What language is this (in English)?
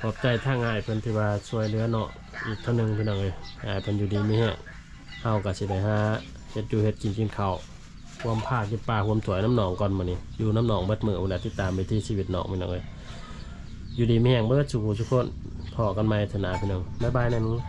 Lao